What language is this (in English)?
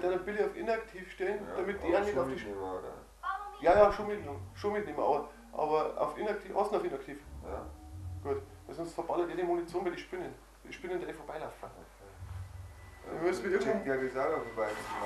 Bavarian